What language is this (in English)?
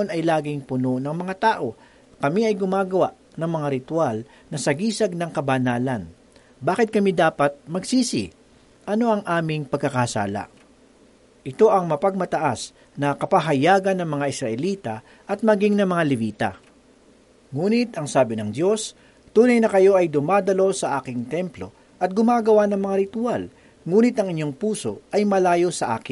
Filipino